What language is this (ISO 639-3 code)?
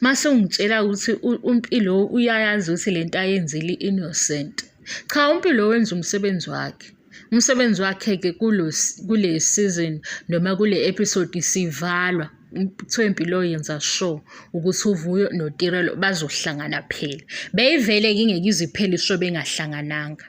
zul